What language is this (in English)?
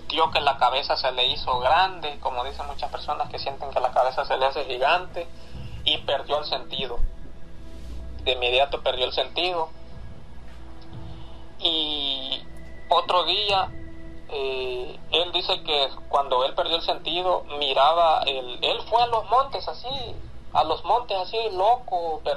Spanish